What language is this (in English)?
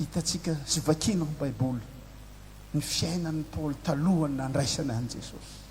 Malagasy